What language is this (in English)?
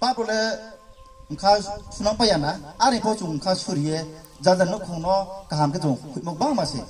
Riang (India)